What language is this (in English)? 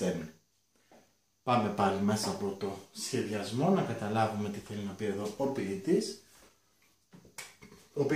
Greek